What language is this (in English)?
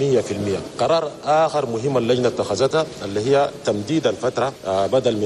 Chadian Arabic